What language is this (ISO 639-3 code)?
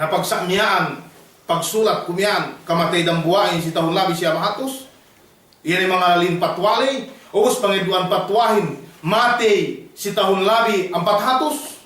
yka